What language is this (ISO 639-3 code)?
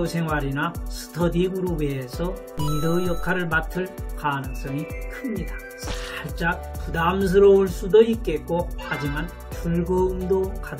kor